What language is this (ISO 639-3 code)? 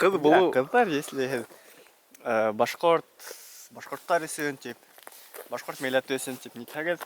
bak